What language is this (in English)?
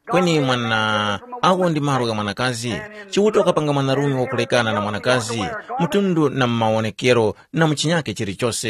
Tumbuka